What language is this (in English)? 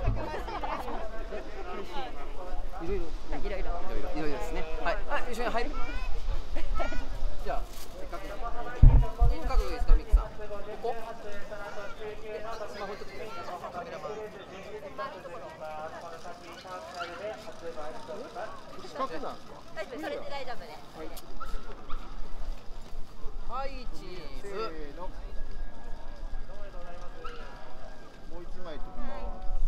Japanese